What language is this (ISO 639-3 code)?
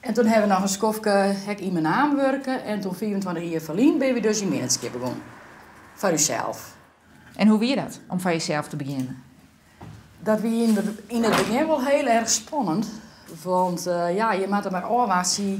fry